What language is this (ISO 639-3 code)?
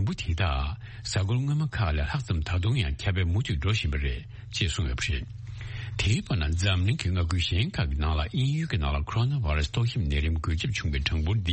bod